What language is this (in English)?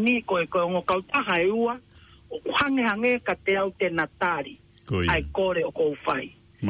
Tongan